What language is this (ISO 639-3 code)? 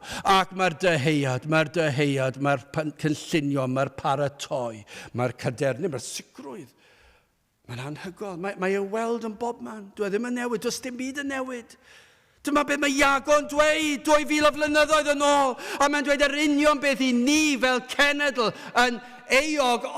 cym